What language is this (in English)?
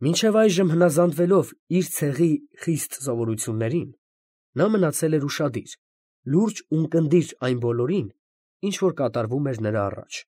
Armenian